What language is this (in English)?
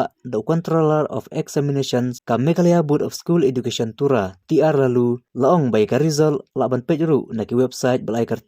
Khasi